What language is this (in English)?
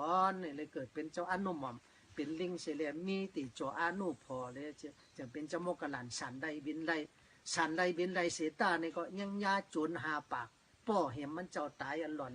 Shan